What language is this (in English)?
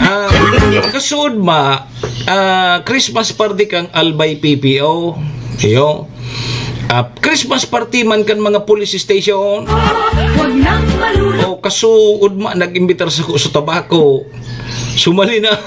Bikol